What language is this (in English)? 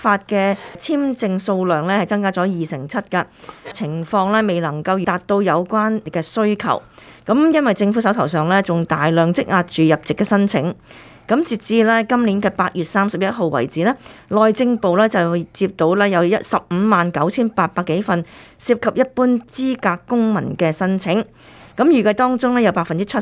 Cantonese